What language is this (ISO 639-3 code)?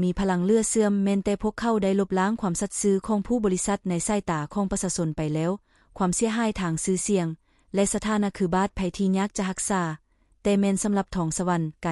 lao